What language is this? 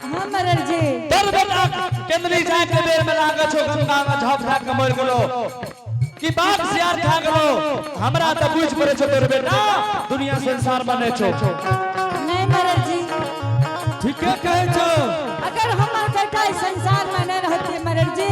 Angika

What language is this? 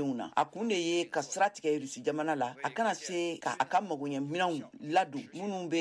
Bambara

